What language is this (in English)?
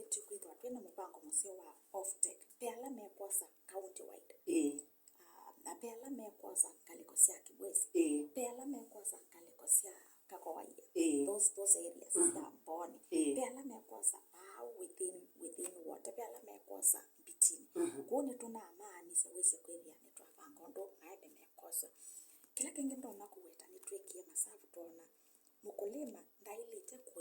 Kamba